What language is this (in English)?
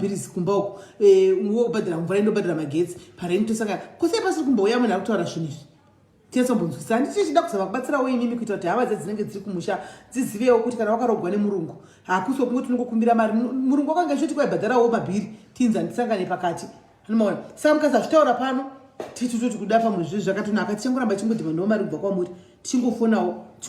Shona